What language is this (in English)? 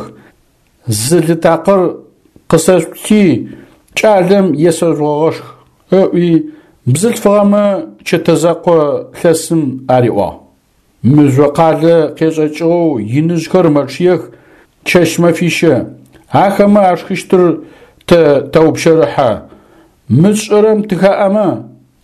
Adyghe